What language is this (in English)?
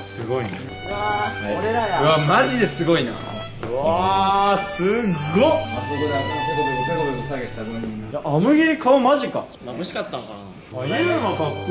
Japanese